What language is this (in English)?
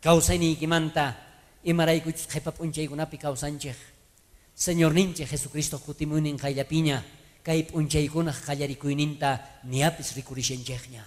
South Bolivian Quechua